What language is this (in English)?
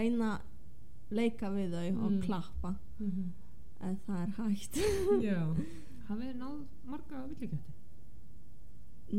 Icelandic